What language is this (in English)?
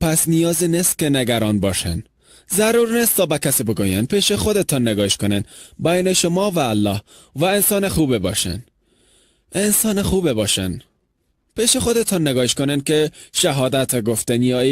Persian